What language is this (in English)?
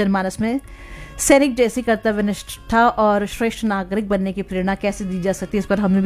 Hindi